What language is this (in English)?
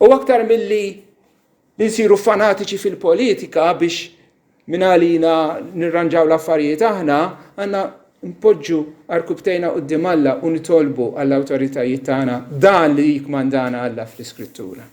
Maltese